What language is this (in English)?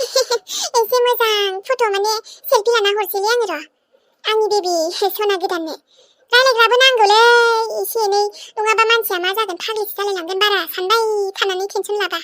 Bodo